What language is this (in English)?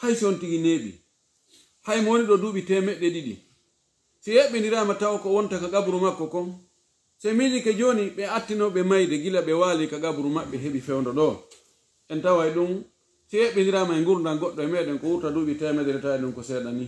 Pular